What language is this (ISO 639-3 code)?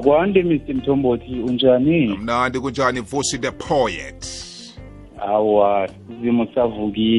nbl